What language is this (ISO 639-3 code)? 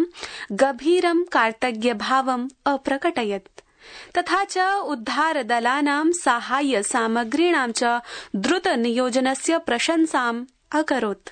san